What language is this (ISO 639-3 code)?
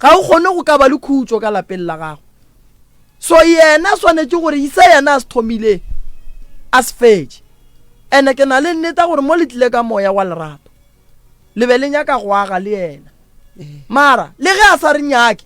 nso